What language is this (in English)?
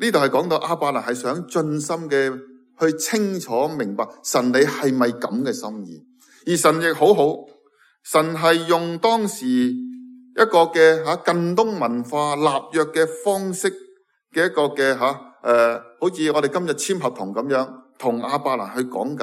Cantonese